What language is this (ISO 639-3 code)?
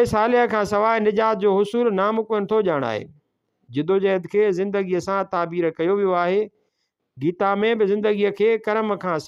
snd